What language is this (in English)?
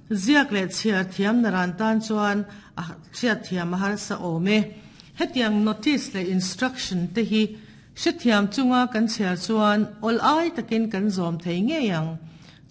Mizo